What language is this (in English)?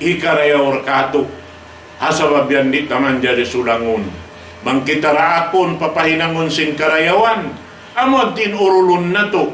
Tausug